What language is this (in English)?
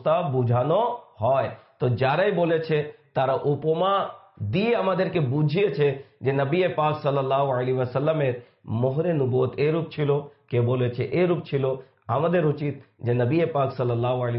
Bangla